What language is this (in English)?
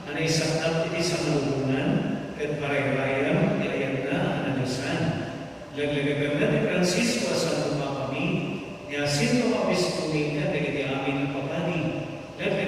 Iloko